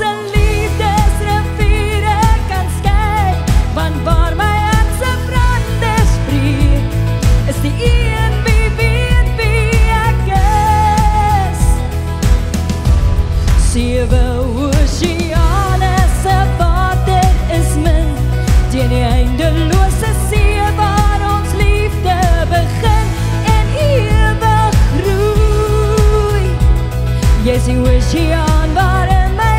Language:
Afrikaans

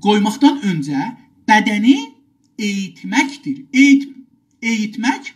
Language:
South Azerbaijani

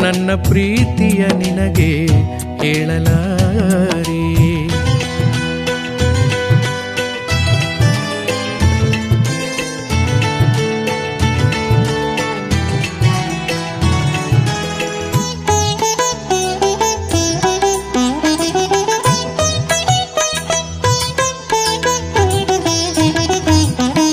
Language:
Kannada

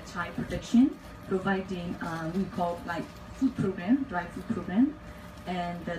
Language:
English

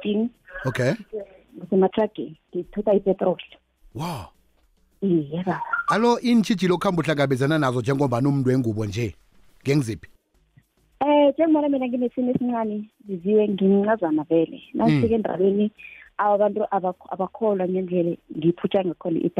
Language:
South Ndebele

